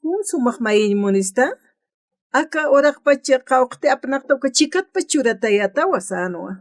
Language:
Aymara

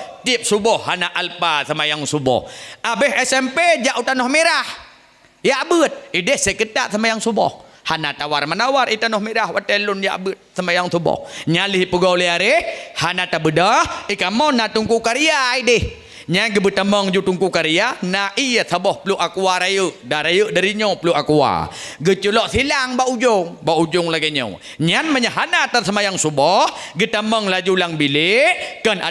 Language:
Achinese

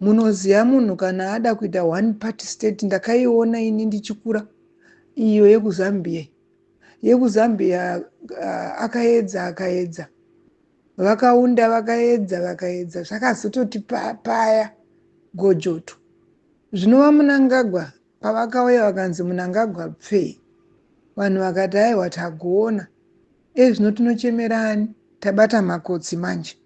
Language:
Shona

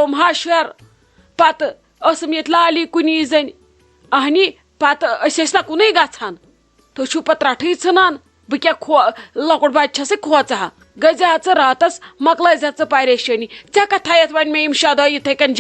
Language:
Kashmiri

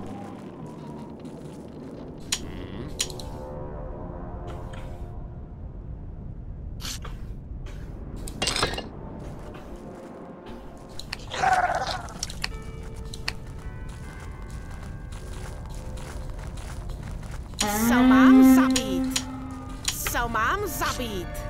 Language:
Czech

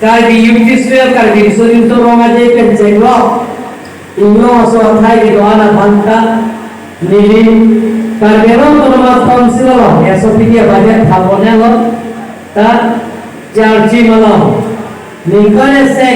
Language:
Karbi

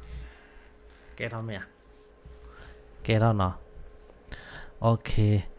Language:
S'gaw Karen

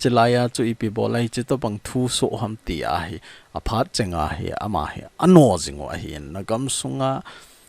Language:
Thado Chin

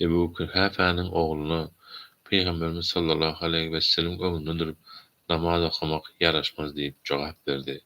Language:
Turkmen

